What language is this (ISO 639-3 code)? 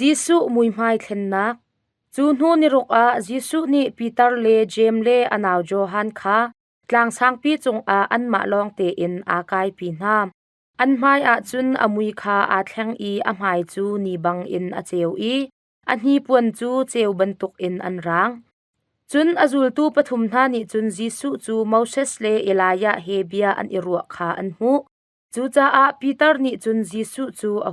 cnh